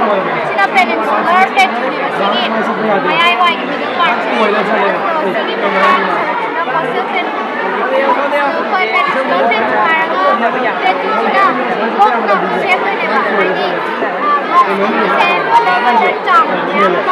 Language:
Manipuri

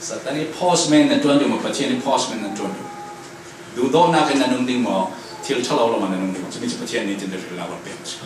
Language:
Falam Chin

